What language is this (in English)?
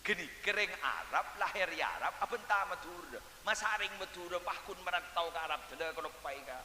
Madurese